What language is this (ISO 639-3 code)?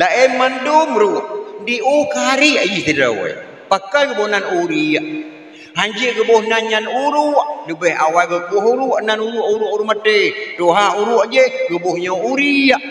ace